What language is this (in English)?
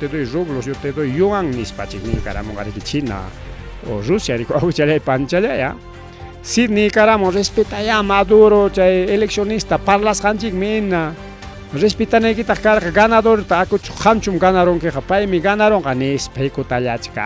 Ayacucho Quechua